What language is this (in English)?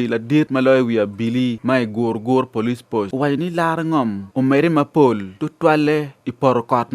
Acoli